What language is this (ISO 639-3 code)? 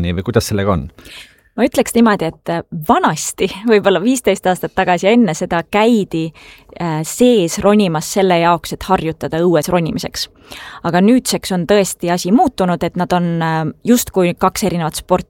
est